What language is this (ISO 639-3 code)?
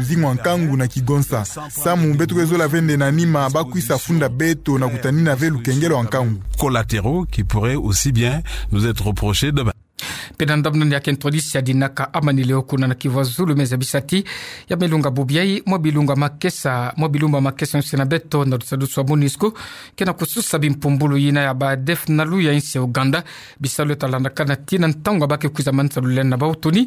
ktu